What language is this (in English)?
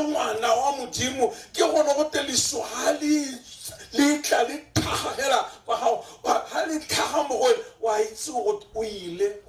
Tswana